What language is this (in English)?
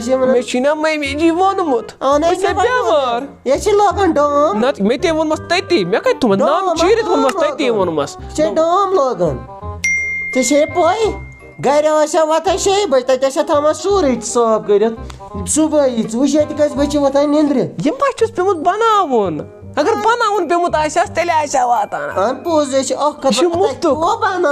Kashmiri